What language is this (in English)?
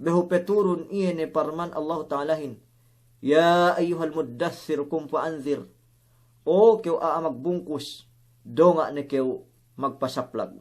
Yakan